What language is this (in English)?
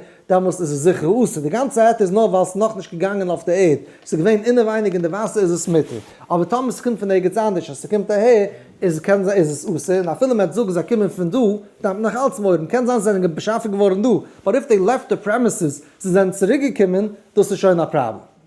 Yiddish